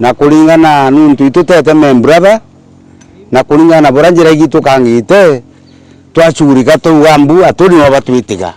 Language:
Meru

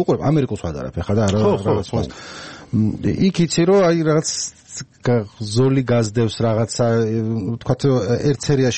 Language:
Georgian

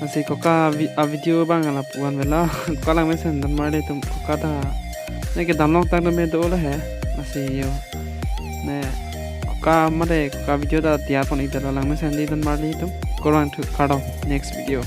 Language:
Karbi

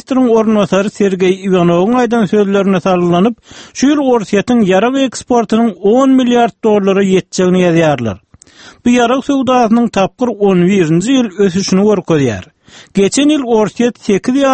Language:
Turkmen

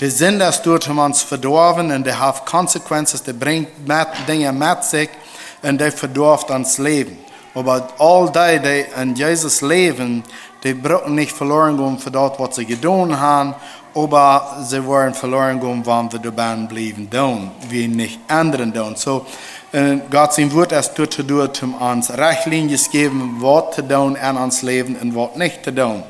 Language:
Plautdietsch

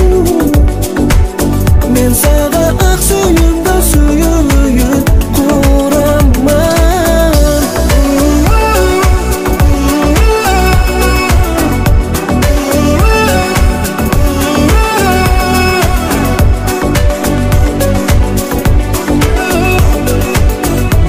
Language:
Kazakh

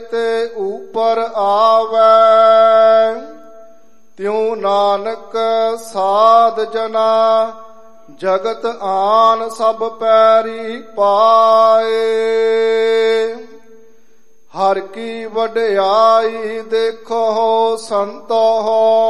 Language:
Punjabi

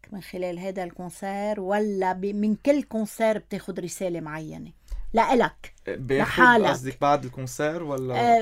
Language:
North Levantine Arabic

